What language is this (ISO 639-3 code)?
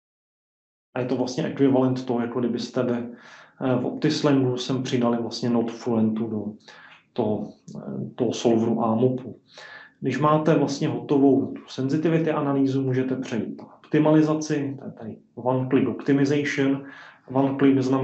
ces